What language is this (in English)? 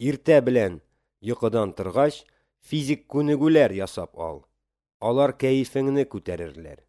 Tatar